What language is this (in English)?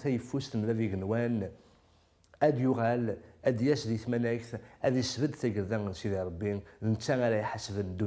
Kabyle